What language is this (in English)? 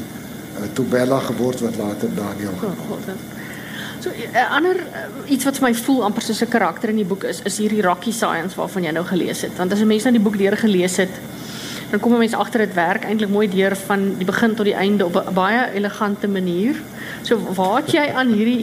Afrikaans